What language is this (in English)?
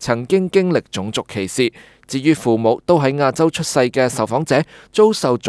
Cantonese